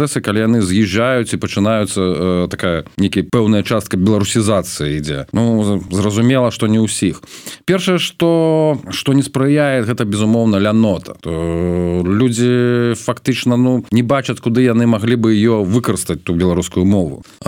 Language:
Belarusian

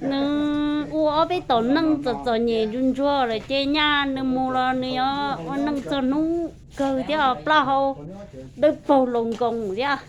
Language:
Hmong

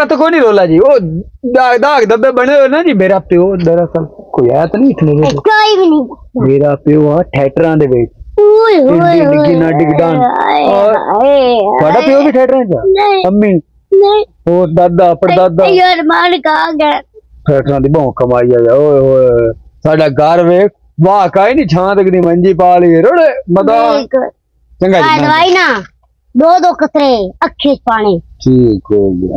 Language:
Punjabi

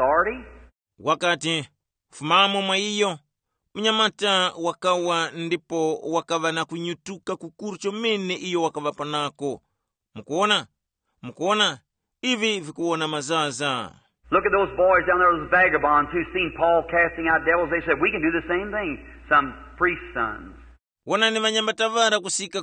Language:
Tumbuka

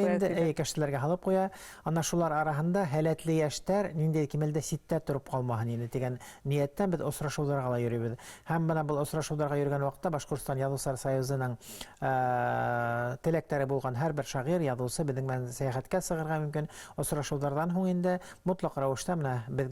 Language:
Bashkir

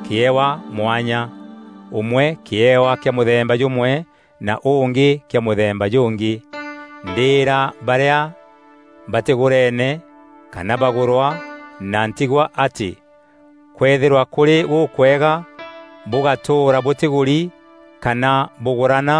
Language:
Meru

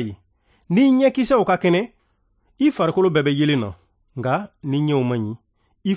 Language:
Bambara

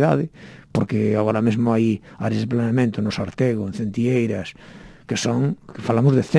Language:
Galician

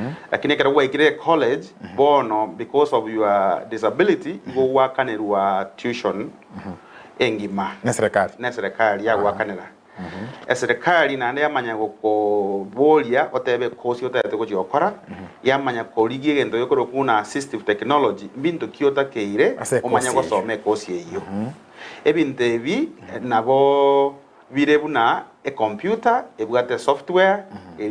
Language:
Gusii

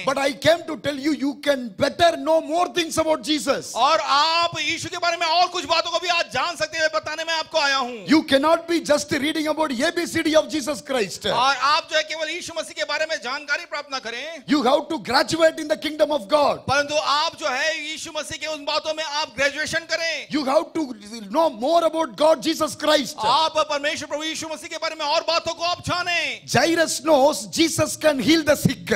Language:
Hindi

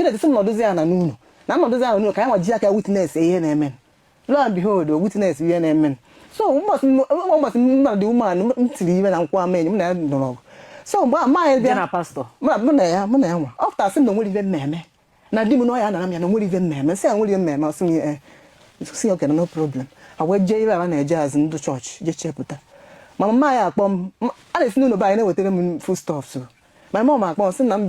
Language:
Igbo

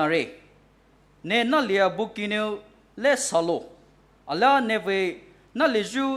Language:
Poumei Naga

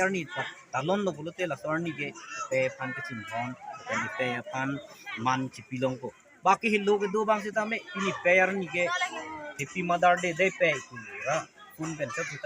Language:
Karbi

